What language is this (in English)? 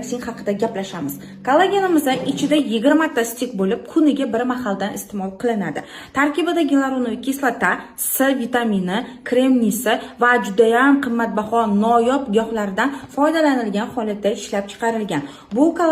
Uzbek